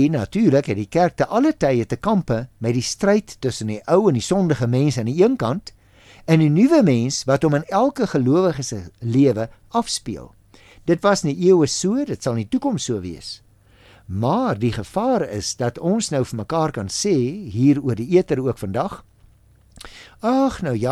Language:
Afrikaans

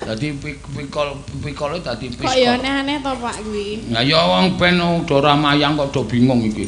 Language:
Javanese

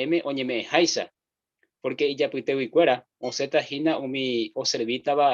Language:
Guarani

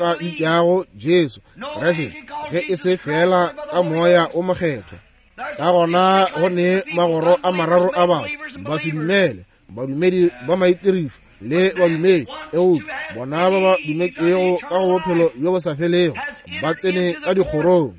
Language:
Northern Sotho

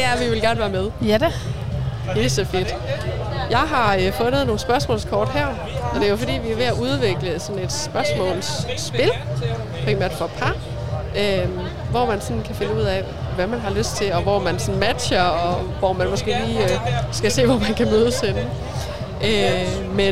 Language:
Danish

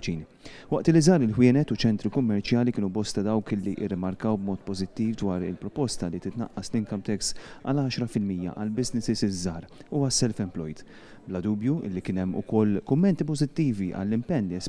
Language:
Maltese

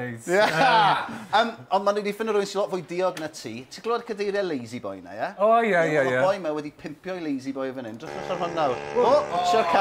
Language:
Welsh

